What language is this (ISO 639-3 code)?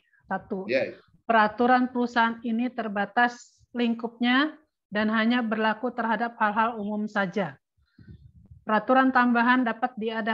ind